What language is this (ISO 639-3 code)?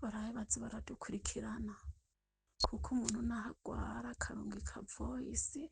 run